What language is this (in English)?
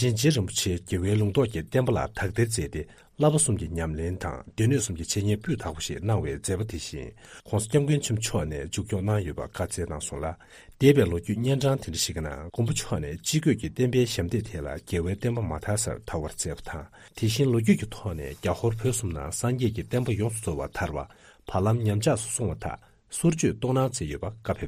Tibetan